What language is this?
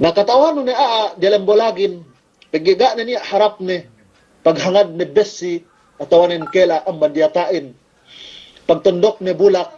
Yakan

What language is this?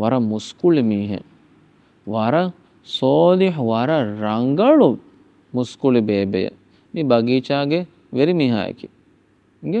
Divehi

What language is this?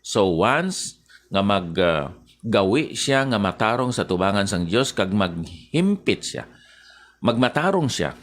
Hiligaynon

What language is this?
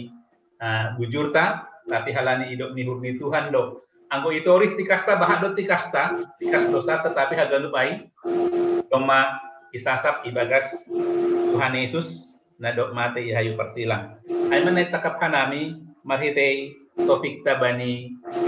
Batak Simalungun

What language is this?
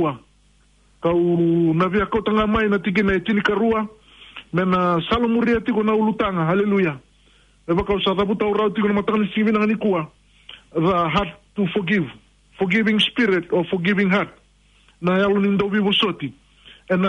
Fijian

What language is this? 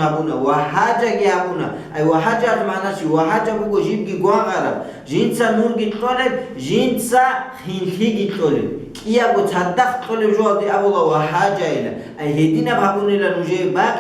Avaric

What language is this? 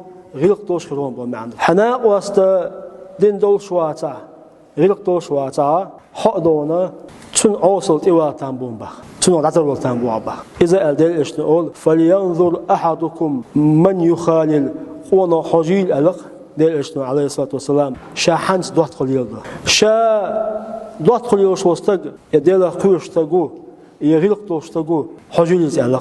Chechen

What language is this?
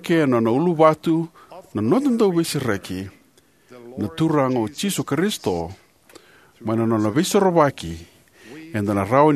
Fijian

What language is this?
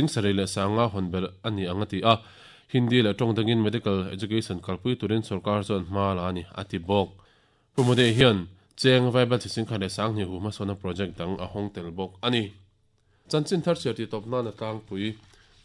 Mizo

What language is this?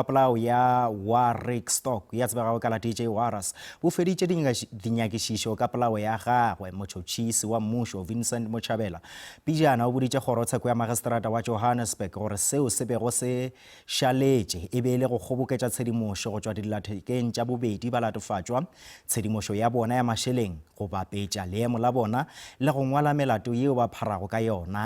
Northern Sotho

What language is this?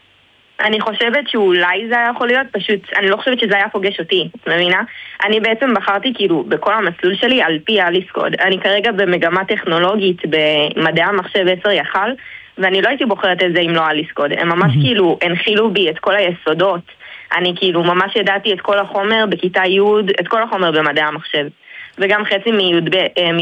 Hebrew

